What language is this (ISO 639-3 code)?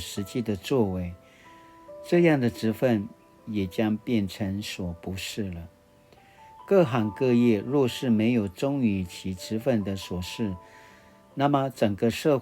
pwn